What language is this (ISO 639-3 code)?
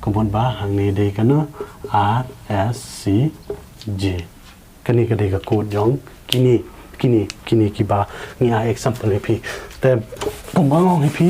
kha